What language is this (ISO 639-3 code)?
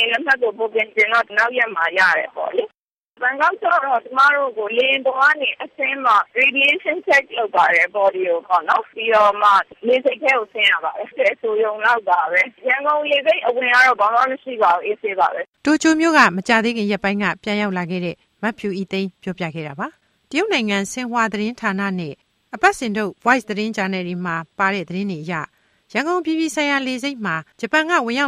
mya